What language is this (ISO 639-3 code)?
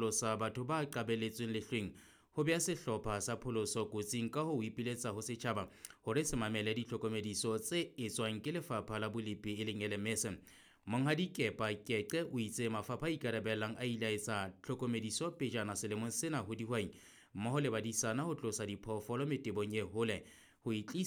sot